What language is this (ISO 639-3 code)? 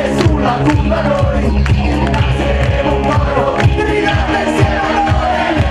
ita